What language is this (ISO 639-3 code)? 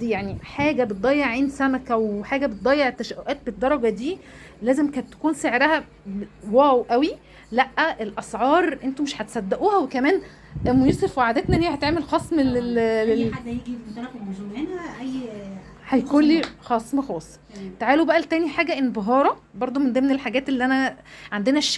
arz